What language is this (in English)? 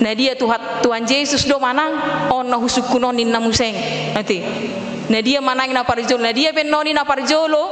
Batak Toba